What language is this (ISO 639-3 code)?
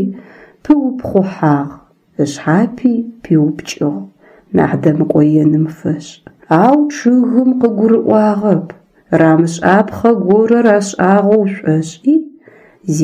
ady